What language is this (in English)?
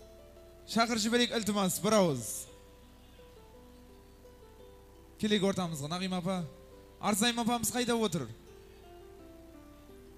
Kazakh